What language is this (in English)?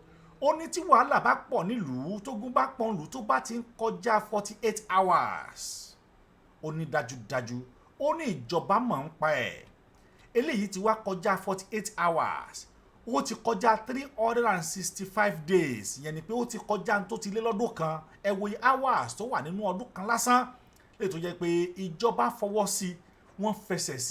Yoruba